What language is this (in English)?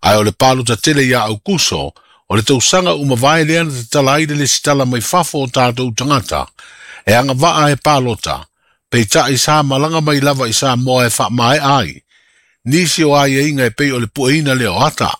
Samoan